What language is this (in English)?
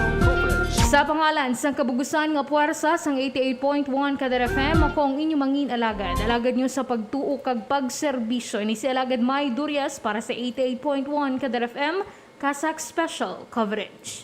Hiligaynon